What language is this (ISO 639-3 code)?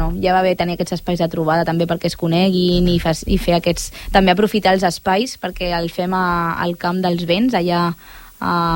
cat